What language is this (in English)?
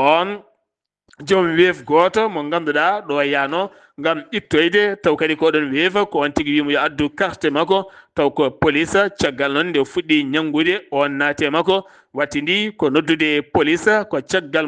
Fula